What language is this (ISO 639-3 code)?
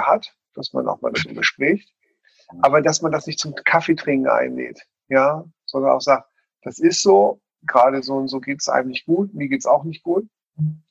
deu